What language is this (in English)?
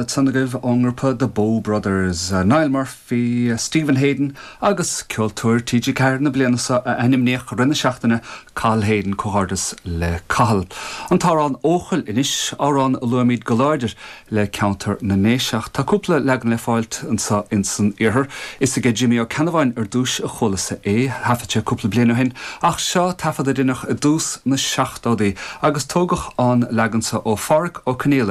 Irish